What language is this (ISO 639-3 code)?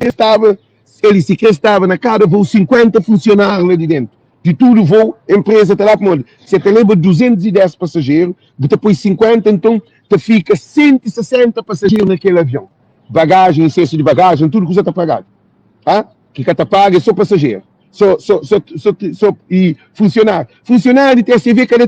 kea